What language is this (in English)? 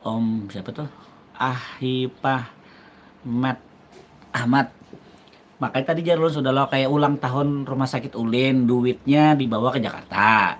Banjar